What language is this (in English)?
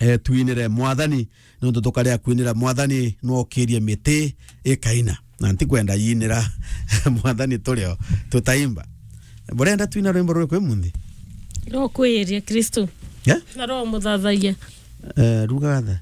Meru